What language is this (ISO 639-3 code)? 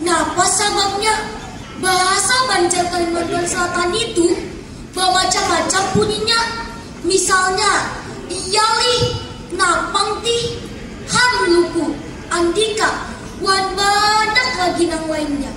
bjn